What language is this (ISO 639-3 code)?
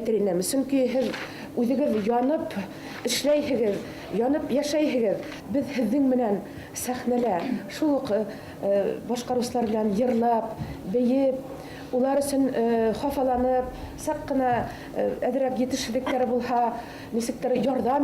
bak